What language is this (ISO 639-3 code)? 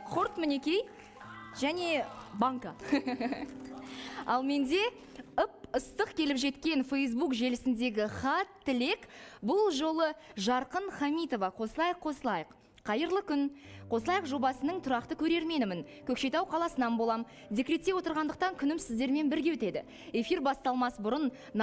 kaz